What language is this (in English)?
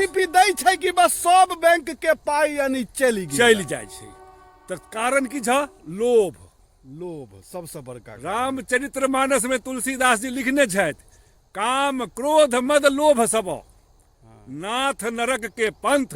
Maithili